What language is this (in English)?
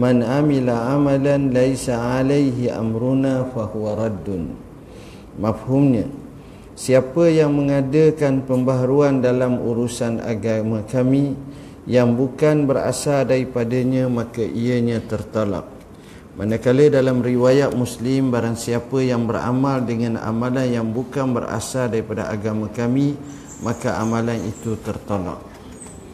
Malay